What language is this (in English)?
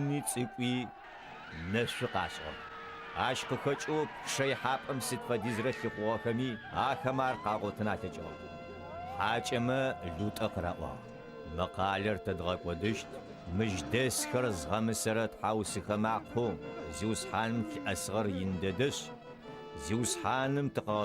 Adyghe